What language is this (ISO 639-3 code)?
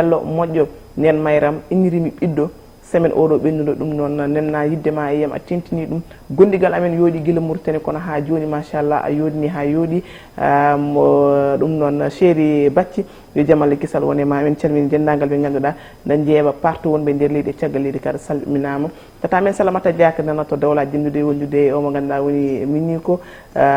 ful